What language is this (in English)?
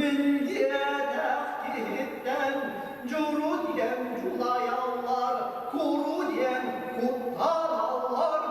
Yakut